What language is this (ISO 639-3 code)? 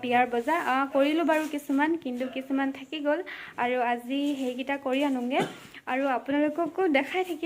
asm